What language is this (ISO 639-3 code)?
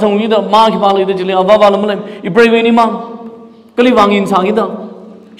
nmf